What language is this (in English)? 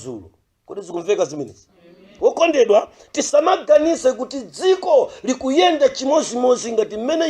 Nyanja